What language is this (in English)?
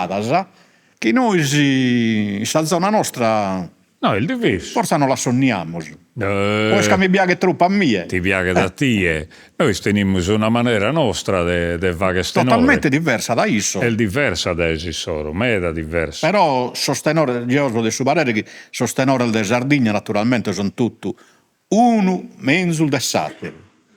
Sardinian